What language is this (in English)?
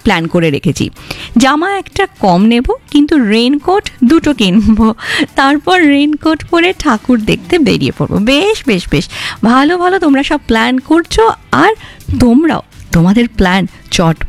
Bangla